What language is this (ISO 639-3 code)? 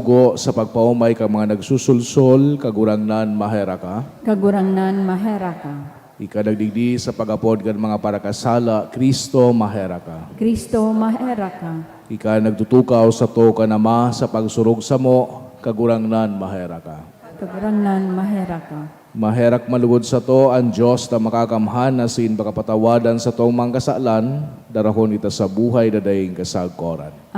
bik